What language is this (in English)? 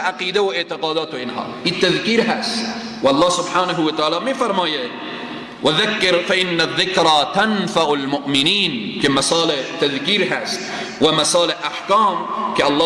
Persian